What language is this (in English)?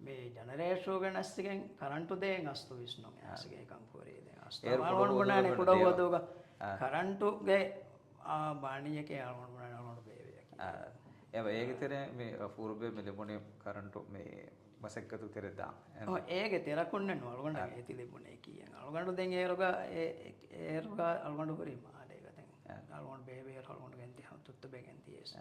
Divehi